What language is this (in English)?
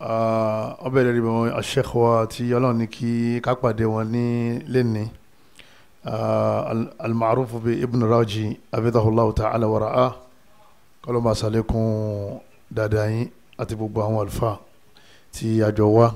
Yoruba